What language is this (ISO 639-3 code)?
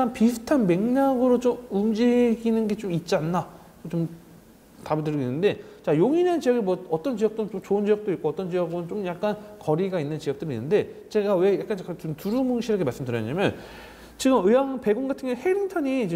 kor